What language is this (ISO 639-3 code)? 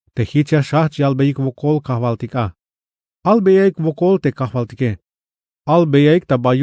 tzh